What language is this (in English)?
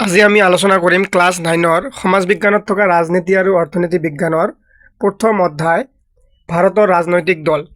Assamese